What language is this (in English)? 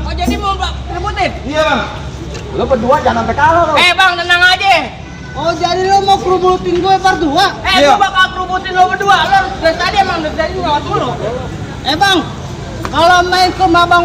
Betawi